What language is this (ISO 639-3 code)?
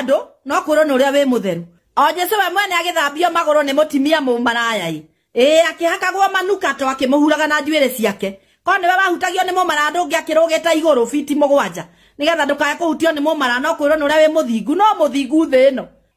kik